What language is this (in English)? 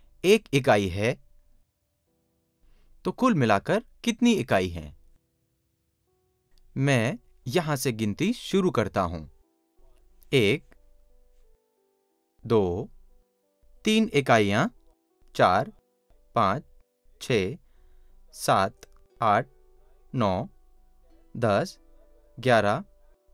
Hindi